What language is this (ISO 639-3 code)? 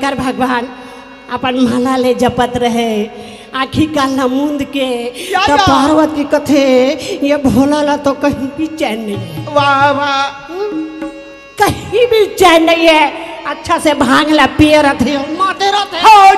hne